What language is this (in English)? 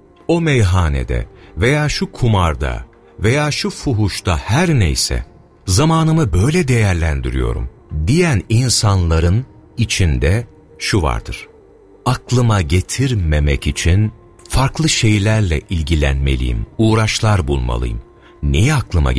Turkish